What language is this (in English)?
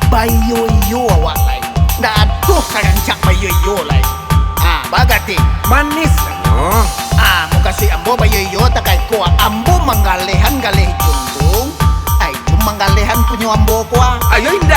Minangkabau